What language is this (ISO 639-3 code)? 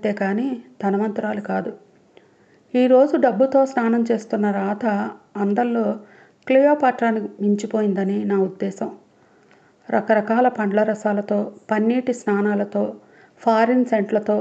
tel